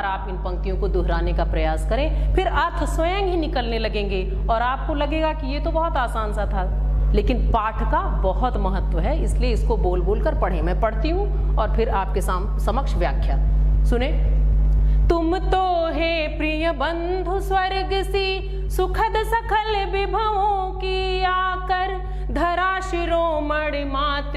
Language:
Hindi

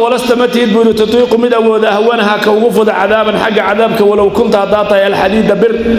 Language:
Somali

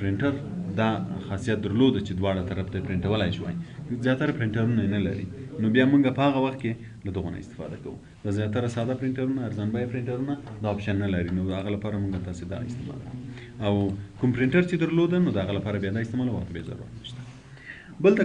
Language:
Pashto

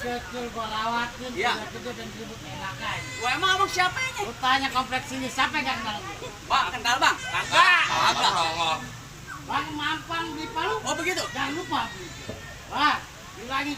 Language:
Betawi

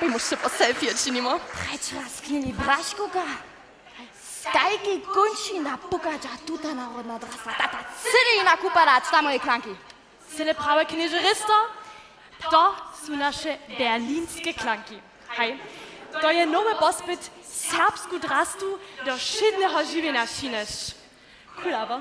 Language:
Upper Sorbian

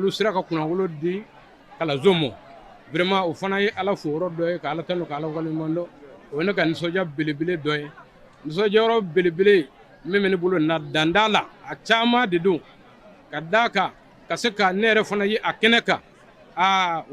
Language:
Bambara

